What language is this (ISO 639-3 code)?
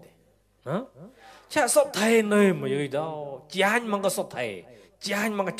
mnw